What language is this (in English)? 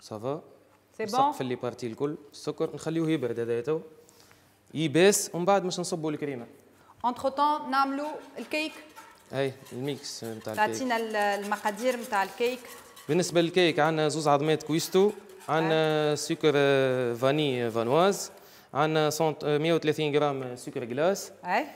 Tunisian Arabic